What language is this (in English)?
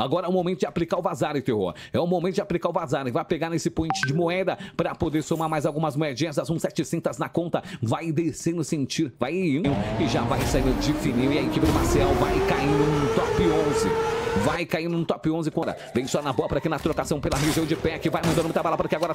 Portuguese